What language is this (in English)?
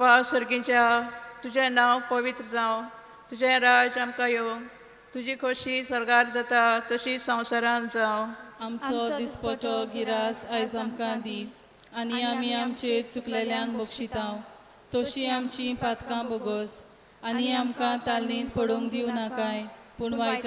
Konkani